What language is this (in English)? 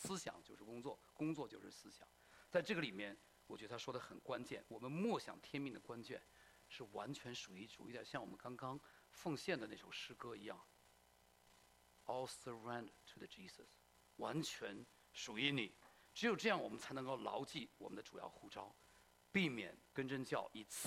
Chinese